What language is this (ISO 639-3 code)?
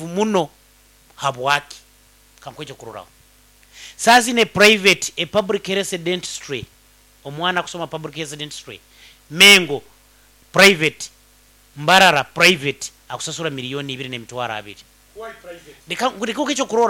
nyo